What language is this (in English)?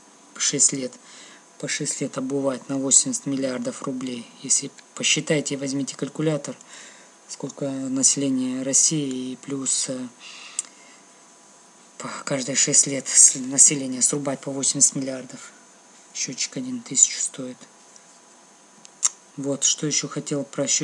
Russian